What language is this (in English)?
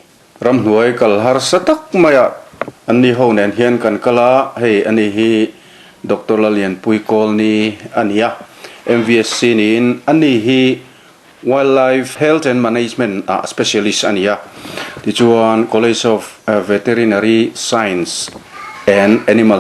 Mizo